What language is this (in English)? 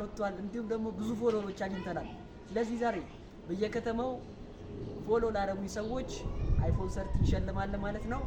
Amharic